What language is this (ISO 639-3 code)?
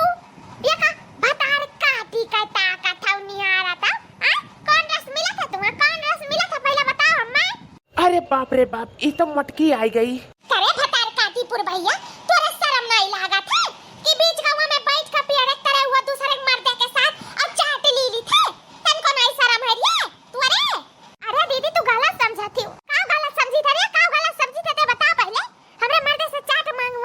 awa